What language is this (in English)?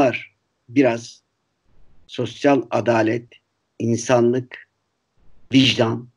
Turkish